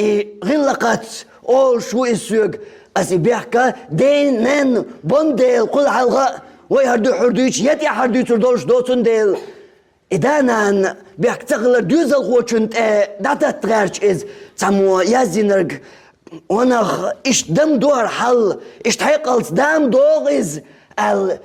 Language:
Chechen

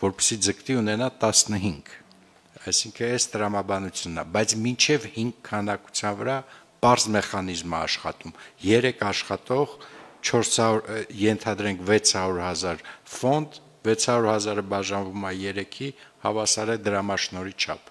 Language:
Armenian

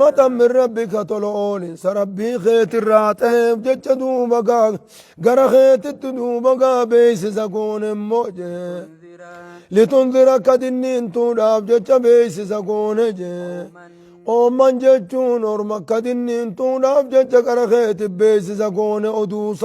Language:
Oromo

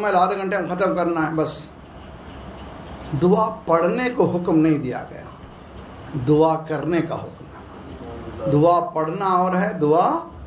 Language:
Urdu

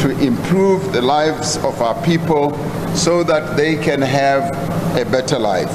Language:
Venda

